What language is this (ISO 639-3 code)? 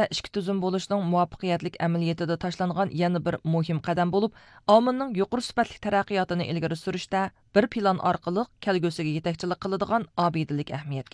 uig